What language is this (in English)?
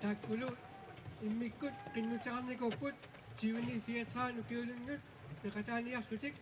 Kalaallisut